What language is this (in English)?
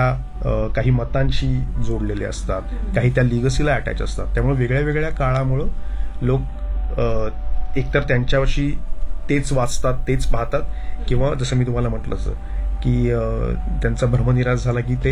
Marathi